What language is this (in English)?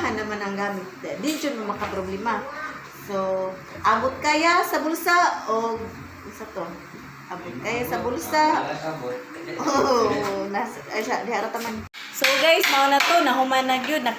Cebuano